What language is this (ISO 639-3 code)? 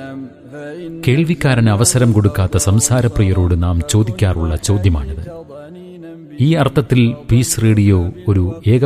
mal